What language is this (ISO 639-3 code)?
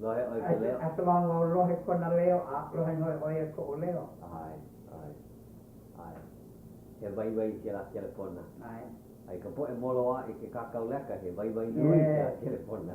haw